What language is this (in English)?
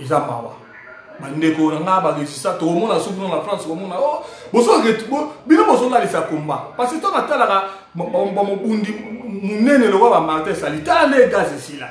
Lingala